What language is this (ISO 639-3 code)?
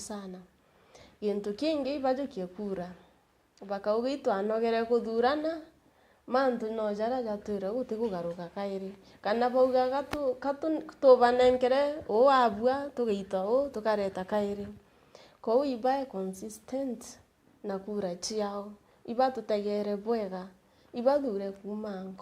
mer